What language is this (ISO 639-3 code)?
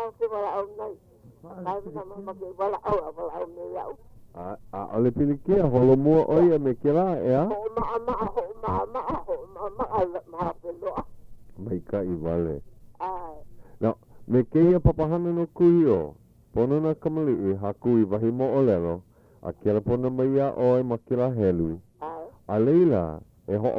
haw